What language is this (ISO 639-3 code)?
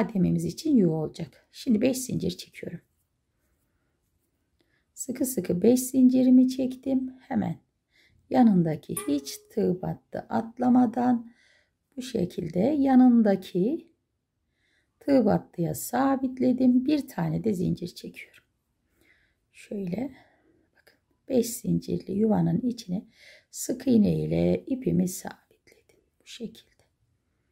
tur